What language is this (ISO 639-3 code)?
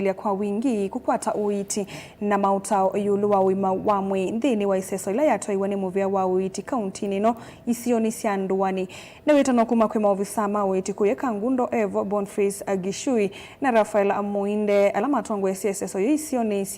kam